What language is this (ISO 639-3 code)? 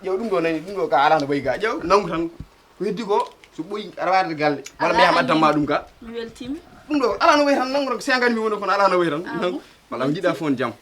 ful